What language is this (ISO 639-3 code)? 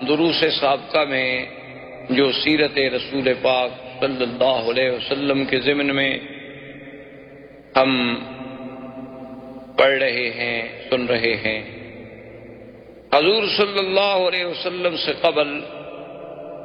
urd